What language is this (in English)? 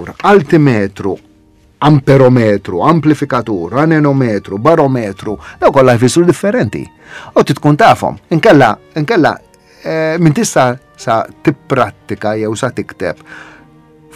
Maltese